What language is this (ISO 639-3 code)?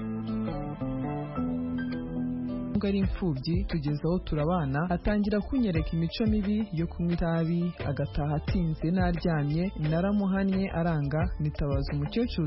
kin